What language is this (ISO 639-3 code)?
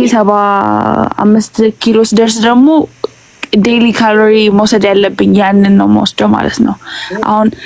amh